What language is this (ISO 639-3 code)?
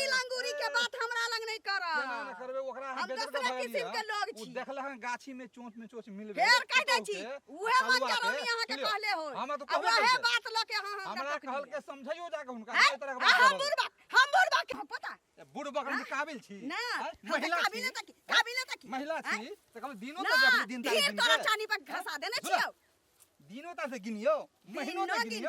mai